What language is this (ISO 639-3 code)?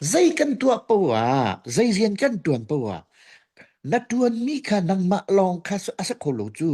cnh